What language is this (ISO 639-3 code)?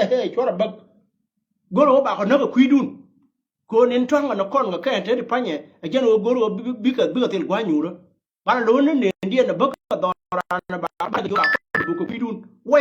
nus